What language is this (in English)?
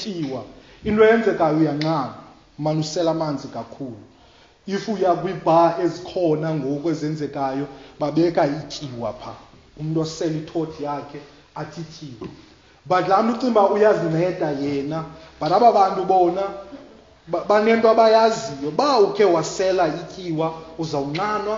Xhosa